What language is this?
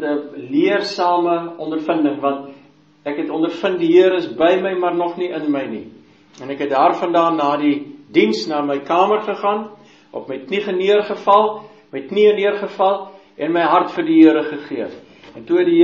Afrikaans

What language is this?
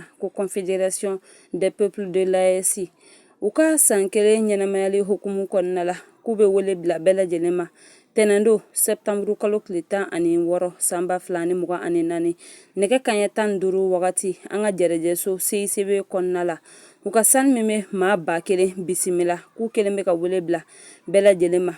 Bambara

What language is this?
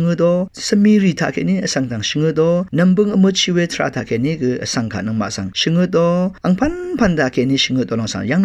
Rawang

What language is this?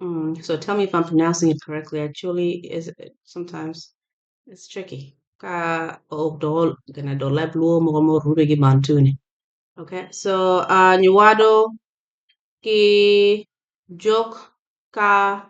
Acoli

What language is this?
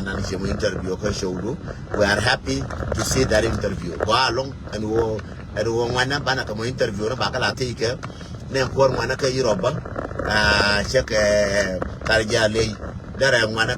Nuer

